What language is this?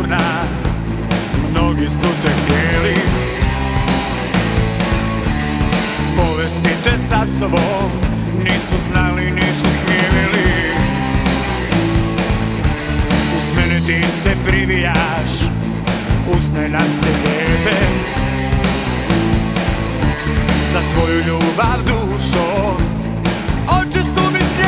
Croatian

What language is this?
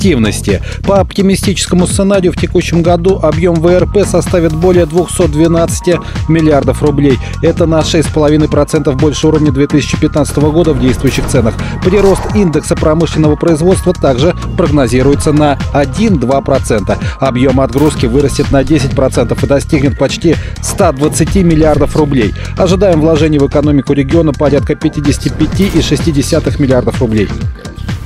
Russian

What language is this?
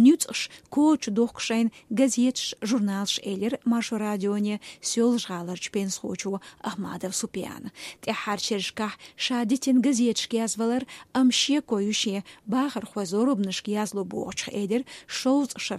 Chechen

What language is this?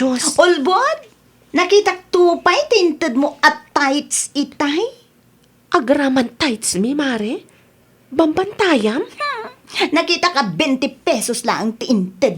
Iloko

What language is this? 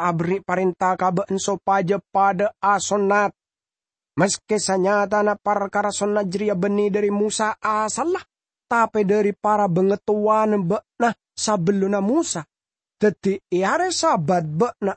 Madurese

